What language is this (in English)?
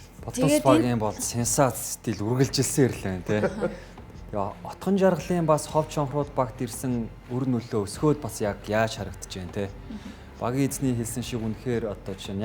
Mongolian